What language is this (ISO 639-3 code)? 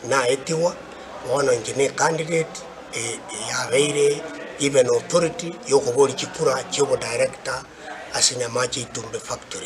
guz